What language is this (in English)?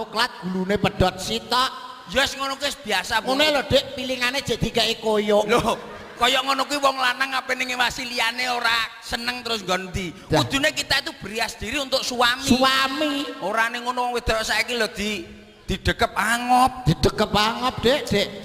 Javanese